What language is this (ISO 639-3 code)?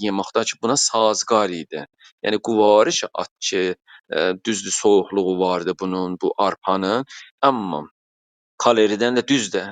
azb